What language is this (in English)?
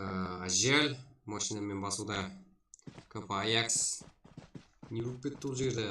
Kara-Kalpak